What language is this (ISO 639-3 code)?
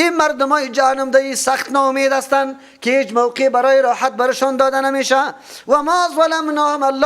fas